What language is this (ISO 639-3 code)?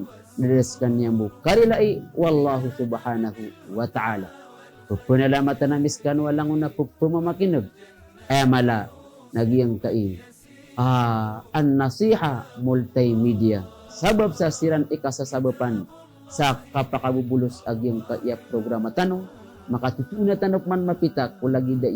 mrw